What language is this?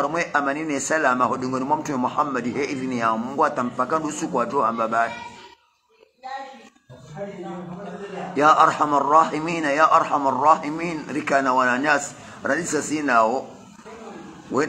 Swahili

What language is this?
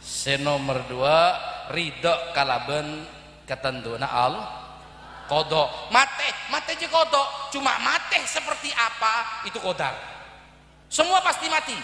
Madurese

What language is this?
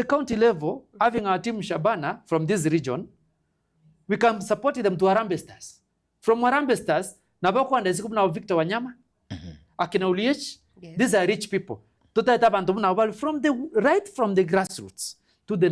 Gusii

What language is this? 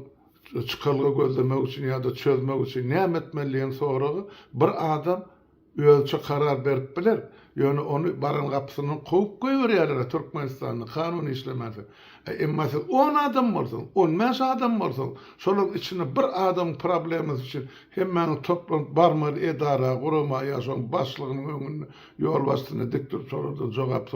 Turkmen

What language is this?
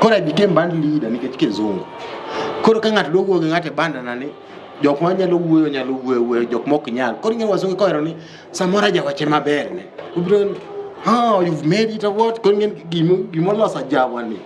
Luo (Kenya and Tanzania)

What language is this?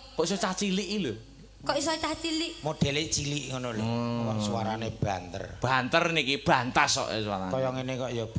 Javanese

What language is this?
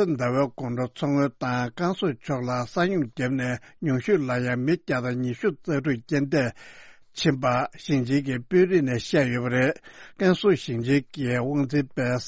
Tibetan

